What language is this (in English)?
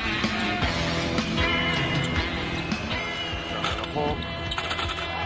Hebrew